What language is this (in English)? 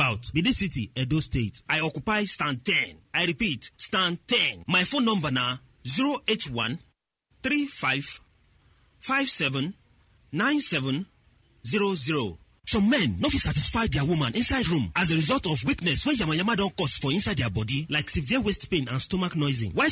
Nigerian Pidgin